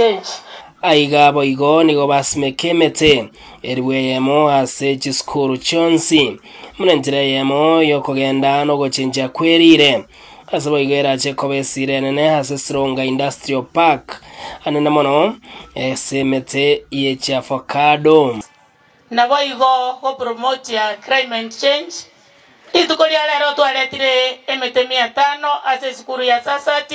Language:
Gusii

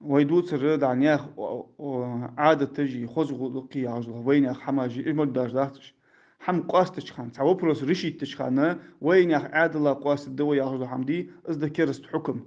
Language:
Ingush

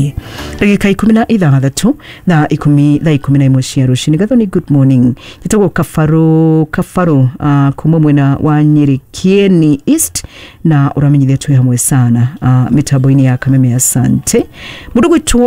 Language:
Kikuyu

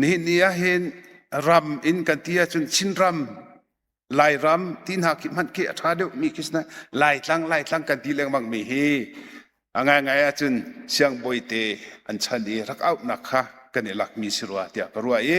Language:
Hakha Chin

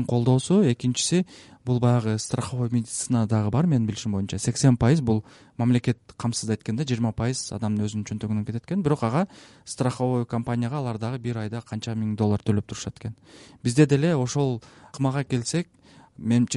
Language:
Kyrgyz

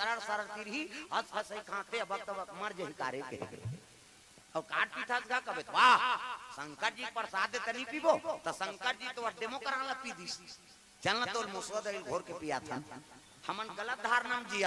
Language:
Chhattisgarhi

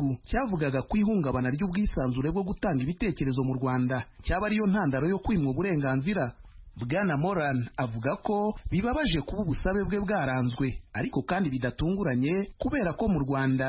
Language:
Kinyarwanda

